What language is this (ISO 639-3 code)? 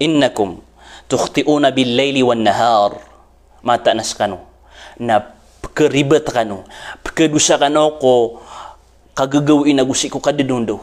mrw